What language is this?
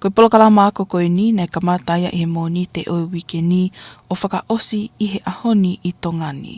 Tongan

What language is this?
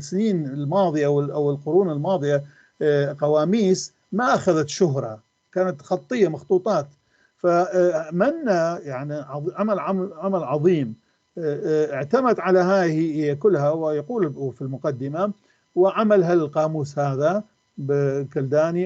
North Levantine Arabic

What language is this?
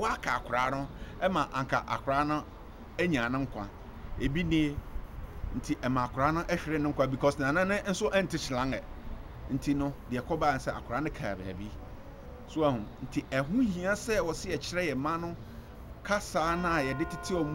Akan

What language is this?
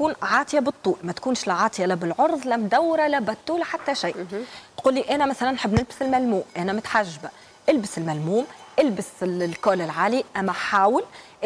Tunisian Arabic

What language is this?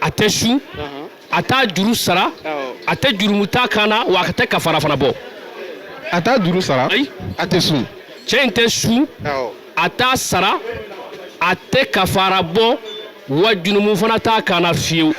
Bambara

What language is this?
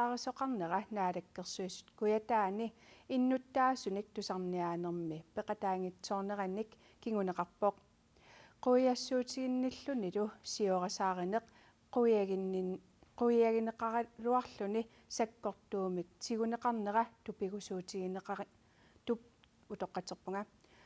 Kalaallisut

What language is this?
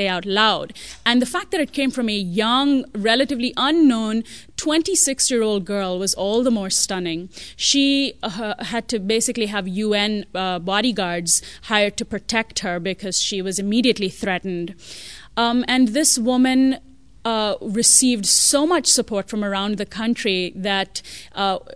English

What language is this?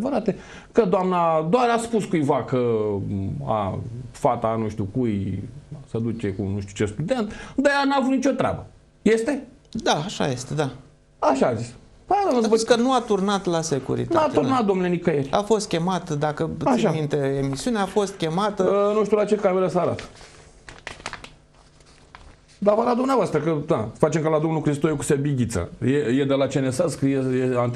Romanian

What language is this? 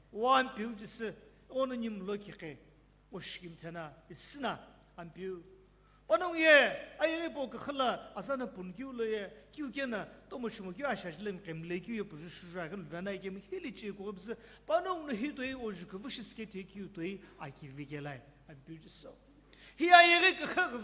Sumi Naga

